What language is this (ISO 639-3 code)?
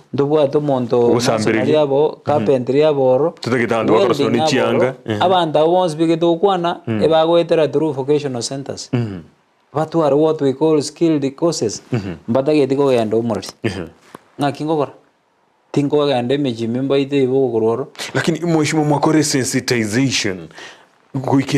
guz